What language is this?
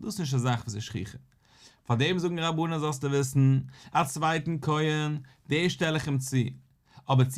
Yiddish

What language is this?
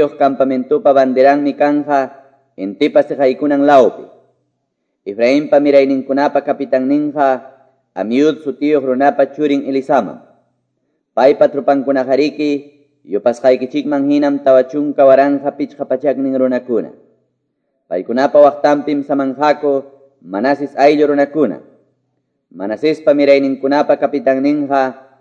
Quechua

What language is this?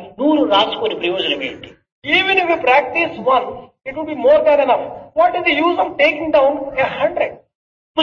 Telugu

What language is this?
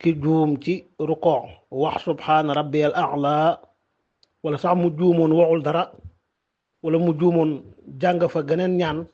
Wolof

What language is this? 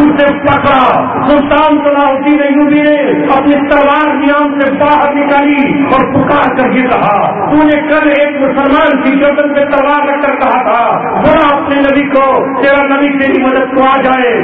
Urdu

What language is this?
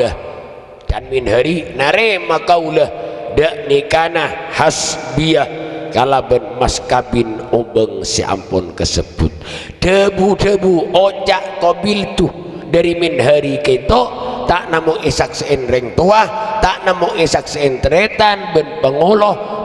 Madurese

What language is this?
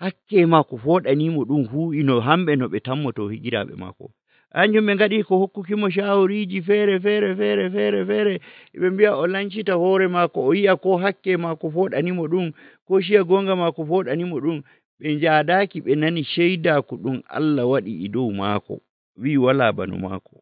Nigerian Fulfulde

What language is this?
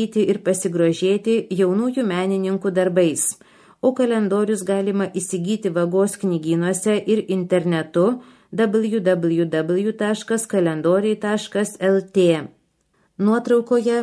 Lithuanian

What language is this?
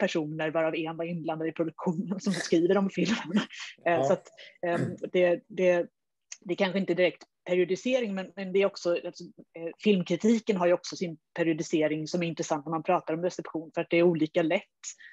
Swedish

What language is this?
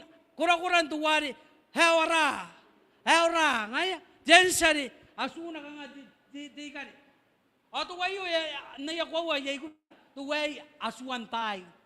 Gilbertese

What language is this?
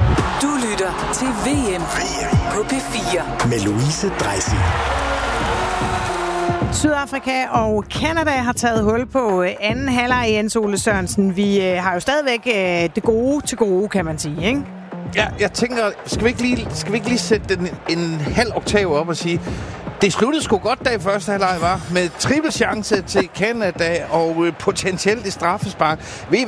Danish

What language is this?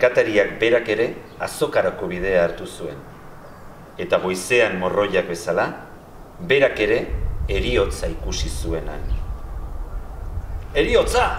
Basque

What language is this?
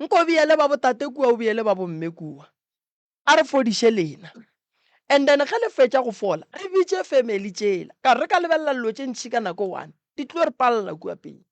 Northern Sotho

